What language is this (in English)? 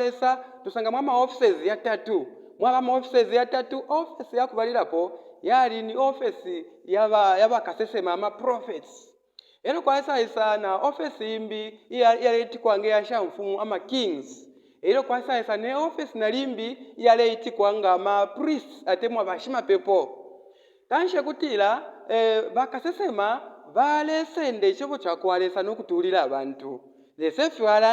Bemba